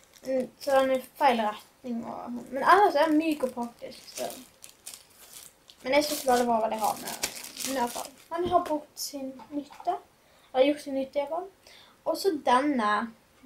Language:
Norwegian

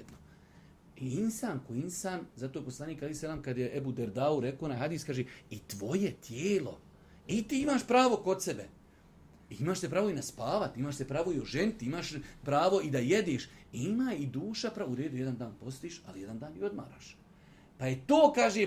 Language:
Bosnian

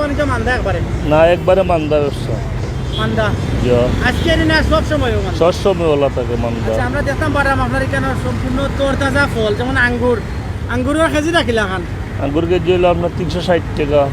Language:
Sylheti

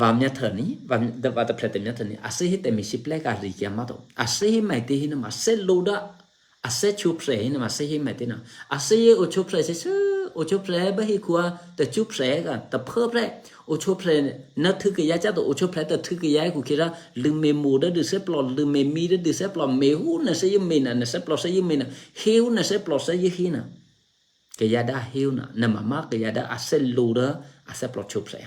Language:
Eastern Kayah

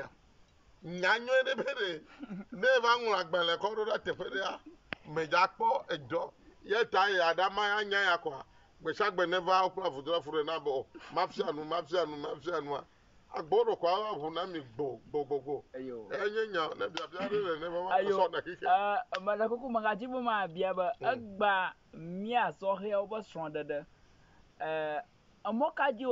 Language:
Ewe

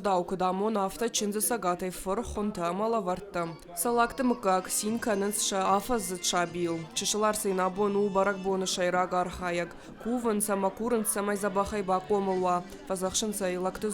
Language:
Ossetic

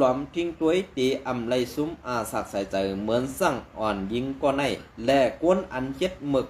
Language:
Shan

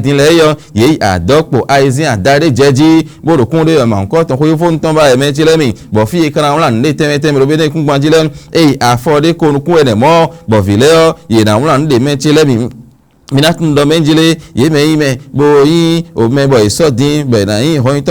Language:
Fon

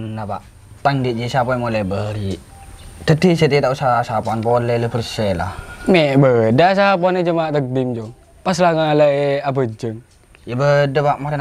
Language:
Madurese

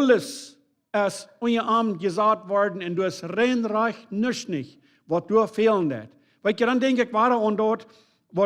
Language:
Plautdietsch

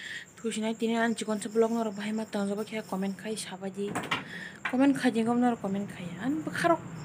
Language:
Kok Borok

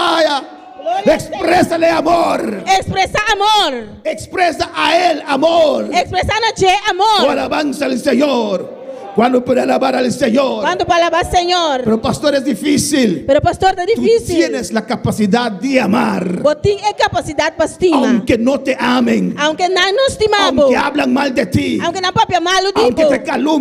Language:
Papiamento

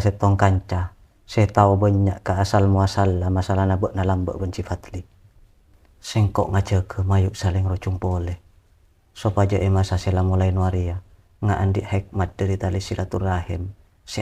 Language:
Madurese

